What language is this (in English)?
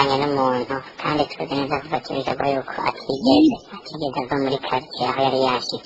Rundi